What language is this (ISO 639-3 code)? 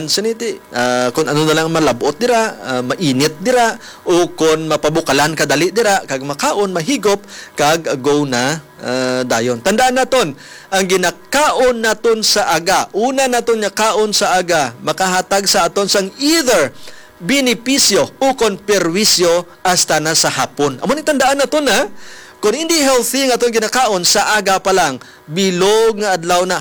hil